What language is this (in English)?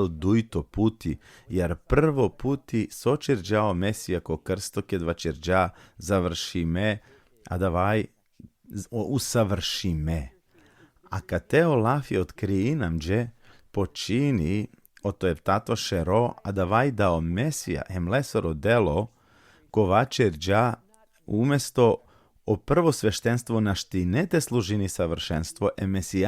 Balkan Romani